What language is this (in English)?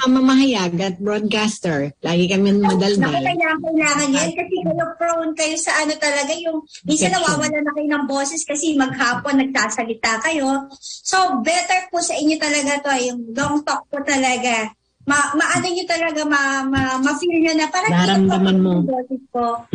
Filipino